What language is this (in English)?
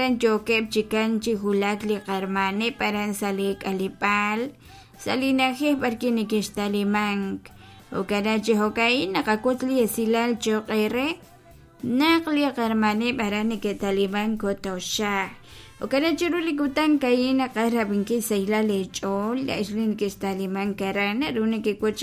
Kekchí